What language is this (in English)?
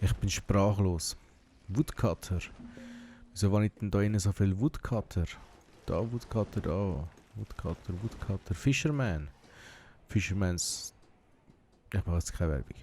Swiss German